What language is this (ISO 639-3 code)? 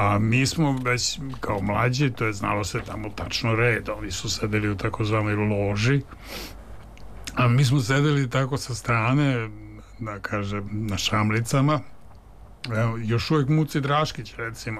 srp